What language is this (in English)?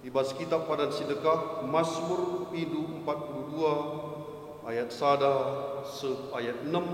Batak Karo